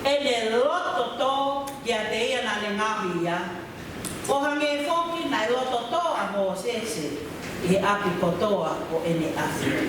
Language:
Tongan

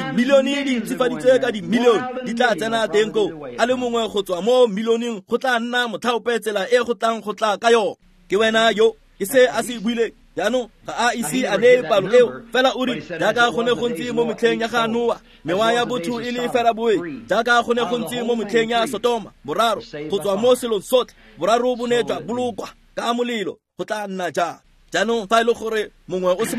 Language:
Tswana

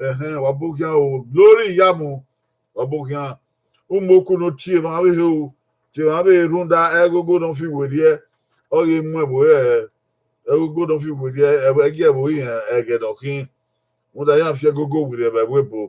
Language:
Bini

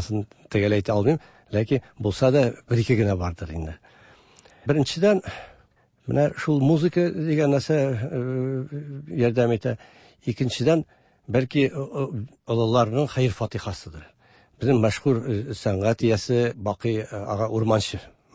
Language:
Tatar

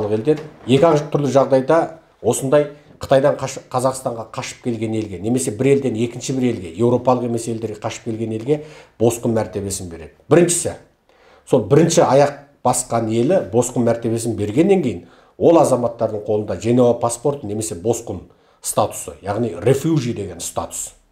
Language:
Kazakh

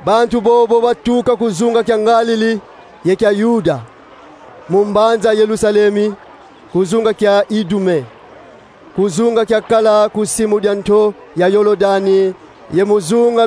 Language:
Kongo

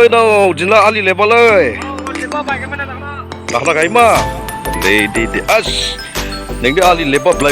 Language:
Dimasa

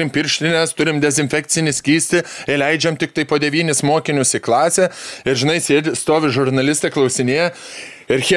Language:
Lithuanian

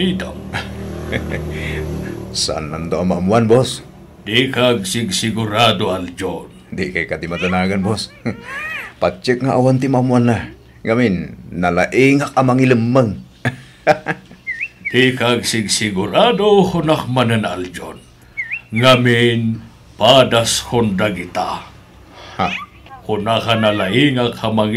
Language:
Iloko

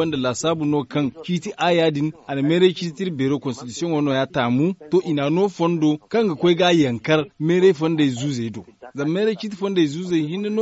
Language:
Zarma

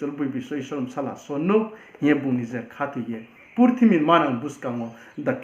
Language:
Riang (India)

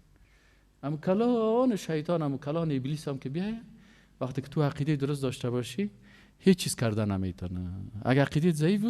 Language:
Persian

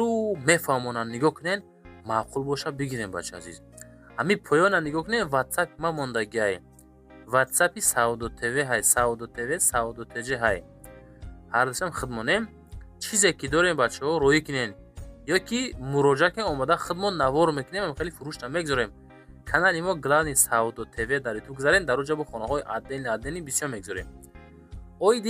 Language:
Tajik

